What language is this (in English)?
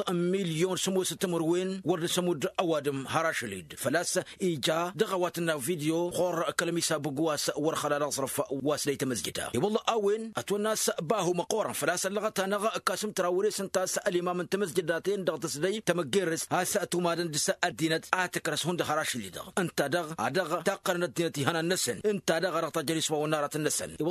Tamasheq